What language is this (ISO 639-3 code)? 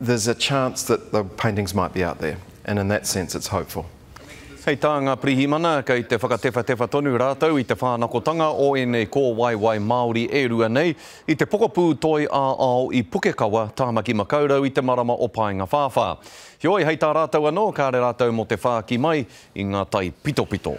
mri